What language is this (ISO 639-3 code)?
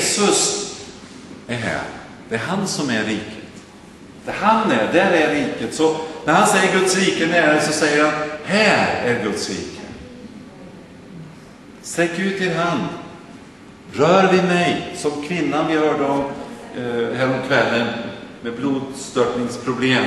swe